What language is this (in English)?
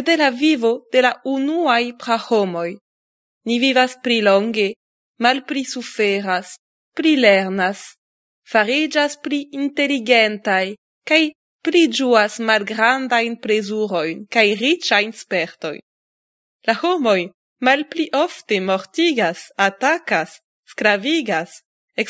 Esperanto